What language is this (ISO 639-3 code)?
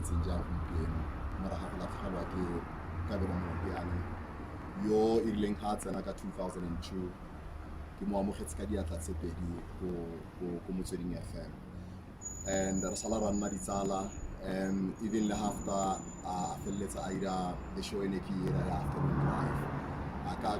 tsn